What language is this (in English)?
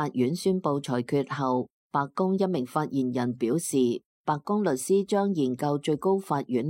Cantonese